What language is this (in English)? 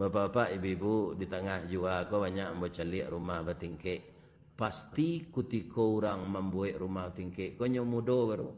Minangkabau